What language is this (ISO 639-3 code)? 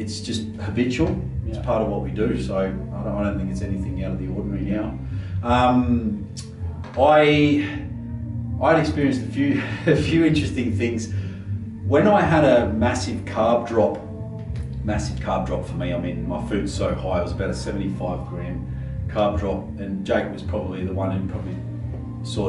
eng